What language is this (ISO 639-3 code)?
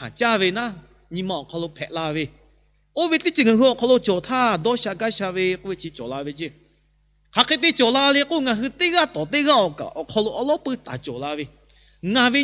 lhu